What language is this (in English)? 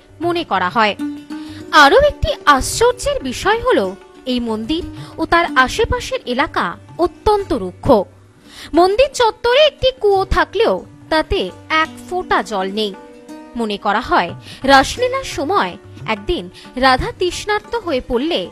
Bangla